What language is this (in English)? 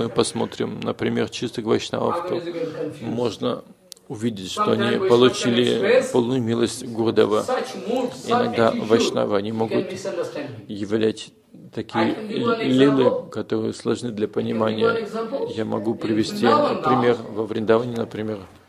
Russian